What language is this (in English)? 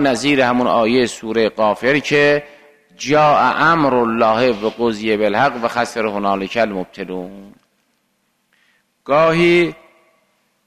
Persian